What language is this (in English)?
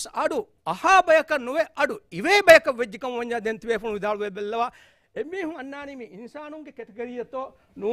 Divehi